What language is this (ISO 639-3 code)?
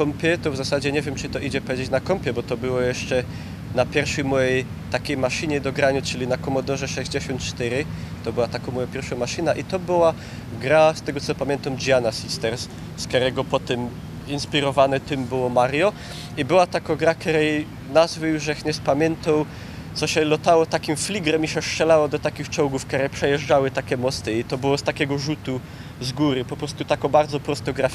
szl